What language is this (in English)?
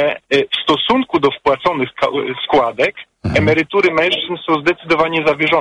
Polish